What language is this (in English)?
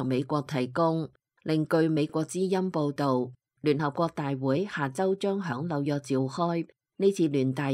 Cantonese